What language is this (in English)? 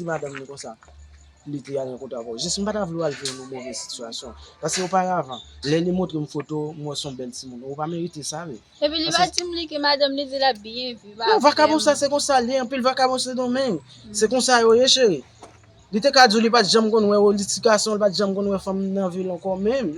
Haitian Creole